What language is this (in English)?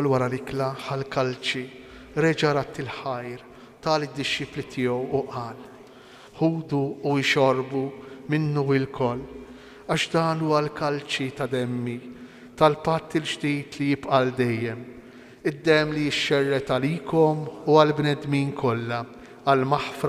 Maltese